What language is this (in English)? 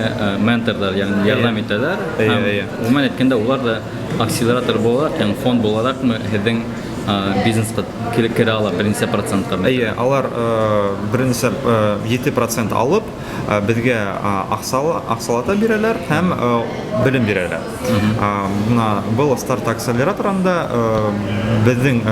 Bashkir